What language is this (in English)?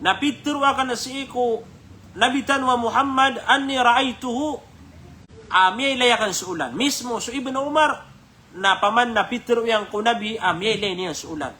Maranao